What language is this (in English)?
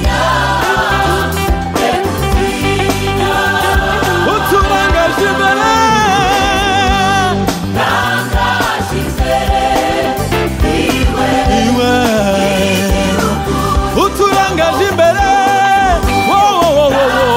Kinyarwanda